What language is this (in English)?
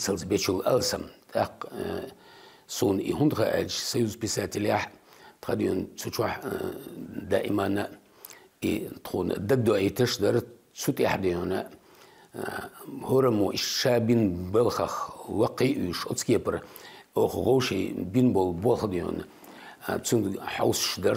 Chechen